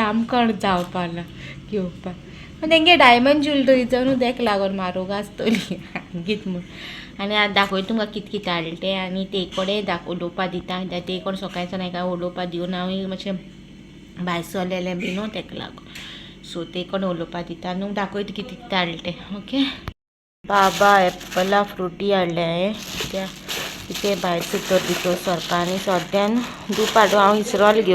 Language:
Konkani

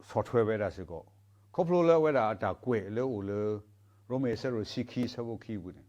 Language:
S'gaw Karen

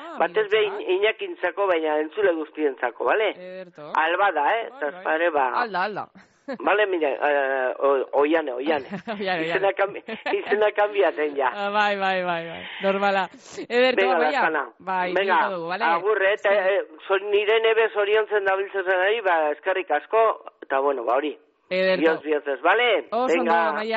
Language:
Basque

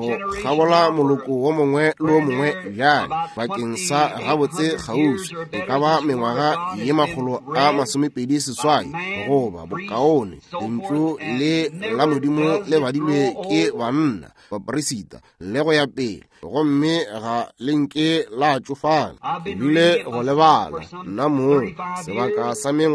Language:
Northern Sotho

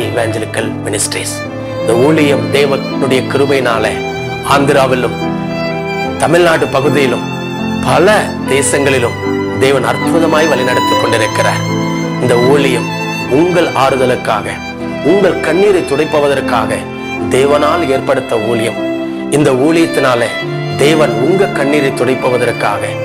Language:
Tamil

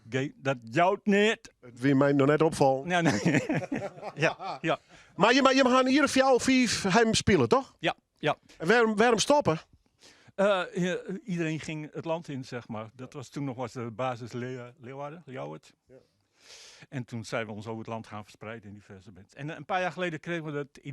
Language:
Western Frisian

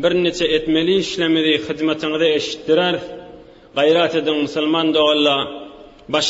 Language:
Turkmen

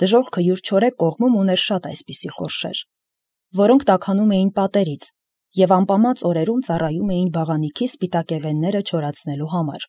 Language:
Armenian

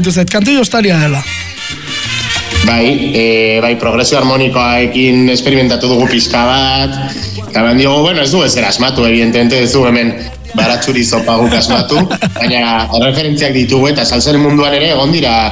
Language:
Basque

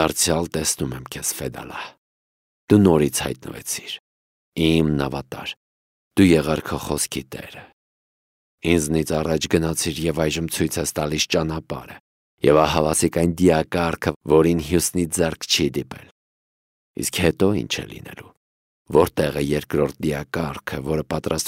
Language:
Armenian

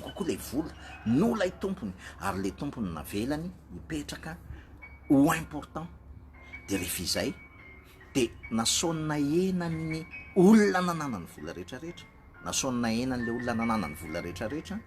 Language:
Malagasy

